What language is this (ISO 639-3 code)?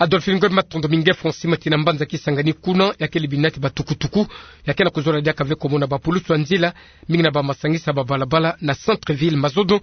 ktu